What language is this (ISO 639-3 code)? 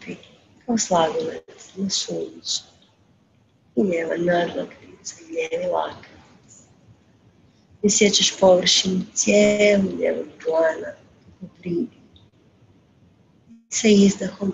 hrv